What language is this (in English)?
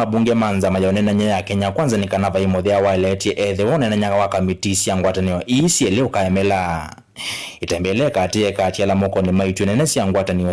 Kamba